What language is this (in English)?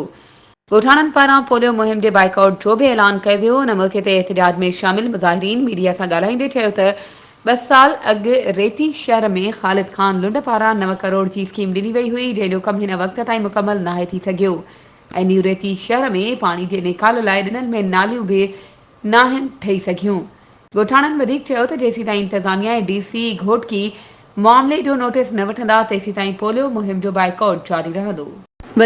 Sindhi